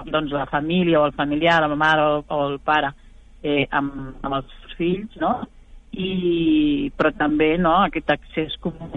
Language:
Catalan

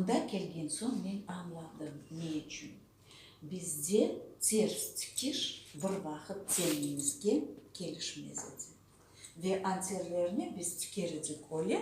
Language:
Crimean Tatar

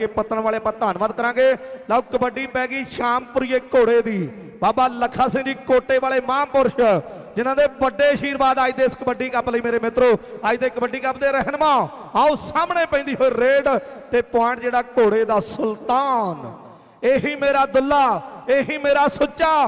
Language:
Punjabi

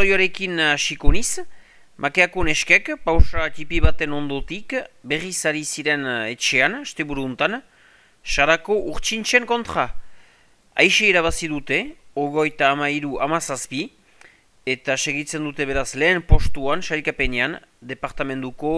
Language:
Basque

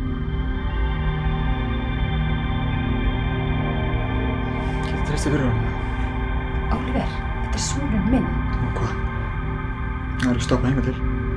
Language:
Icelandic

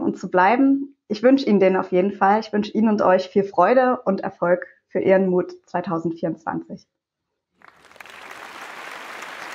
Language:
German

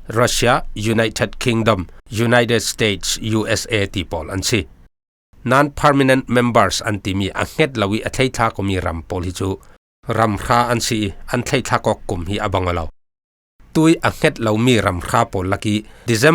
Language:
Falam Chin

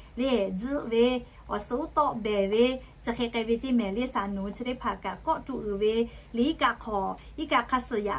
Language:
Lahu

